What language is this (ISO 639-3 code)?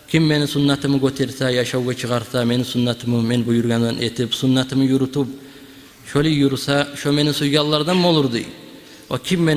kum